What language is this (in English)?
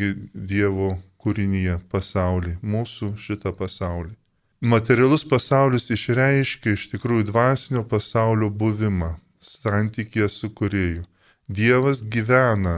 Lithuanian